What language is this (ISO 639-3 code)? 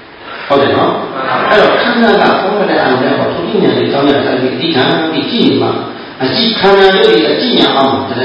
mya